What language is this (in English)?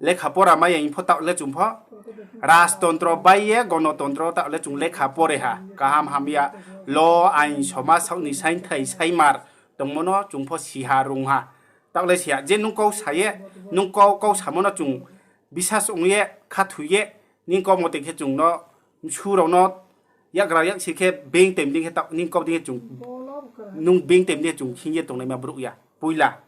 Riang (India)